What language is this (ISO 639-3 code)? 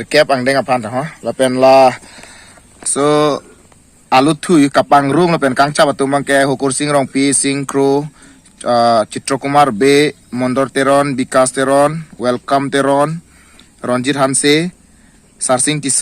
mjw